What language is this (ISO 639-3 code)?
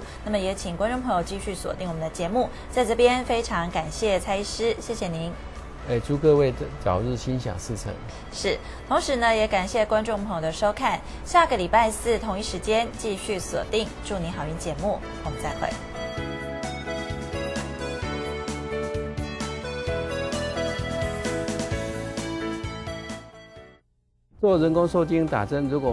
zho